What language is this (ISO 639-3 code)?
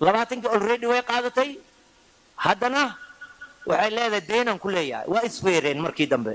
som